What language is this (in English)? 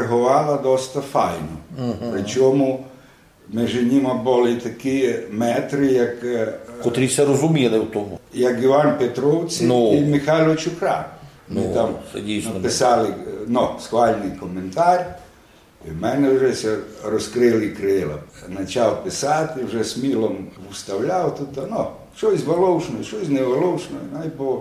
Rusyn